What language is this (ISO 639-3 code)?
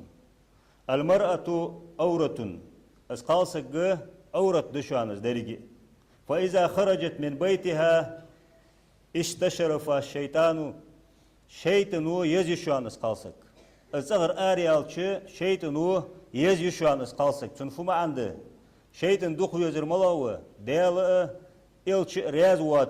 inh